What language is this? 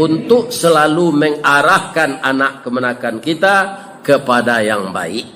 Minangkabau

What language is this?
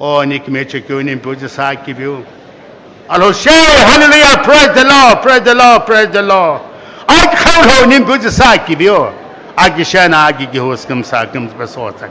Sumi Naga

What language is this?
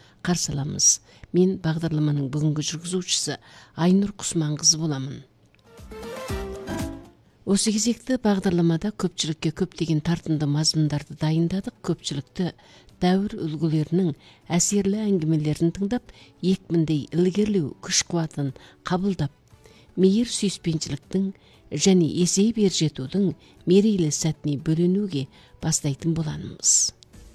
Kazakh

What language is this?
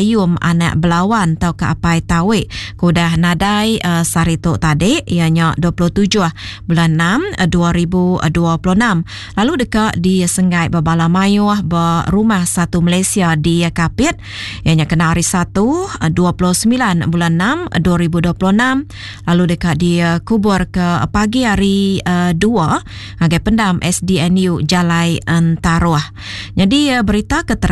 Iban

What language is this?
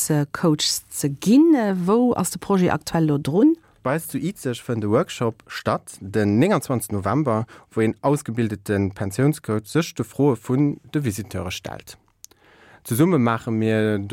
Luxembourgish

